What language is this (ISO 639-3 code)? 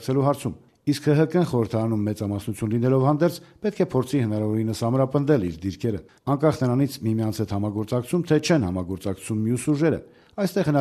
hye